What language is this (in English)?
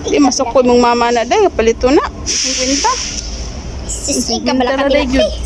Cebuano